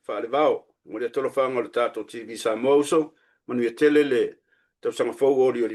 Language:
Samoan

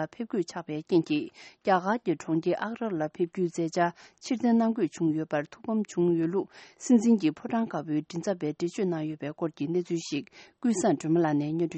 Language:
Tibetan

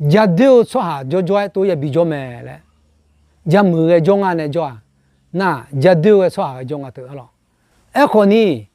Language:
Akha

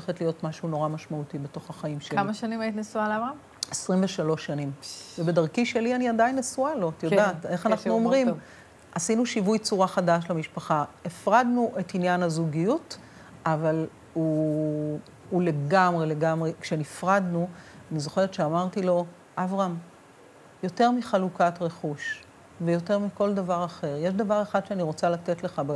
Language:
Hebrew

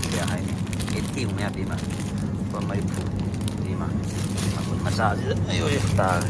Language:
Manipuri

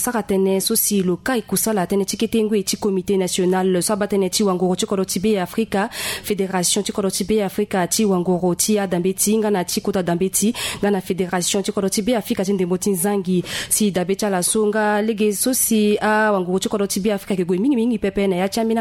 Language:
Sango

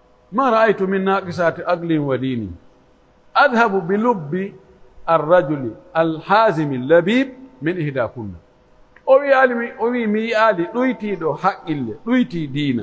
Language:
Pular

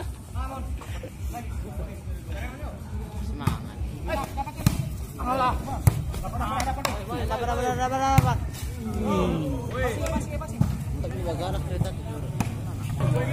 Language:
Malay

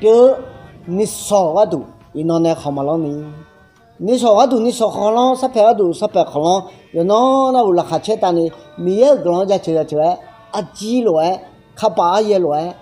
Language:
Akha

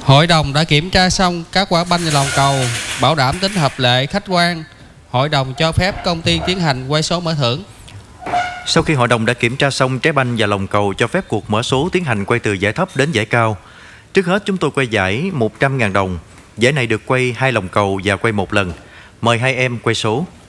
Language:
Vietnamese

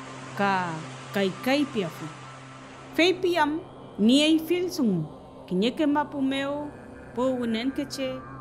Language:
Mapuche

